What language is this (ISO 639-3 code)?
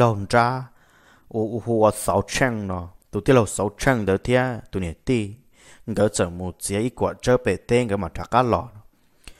vie